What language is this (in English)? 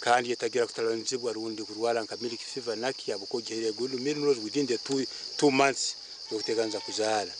Nyankole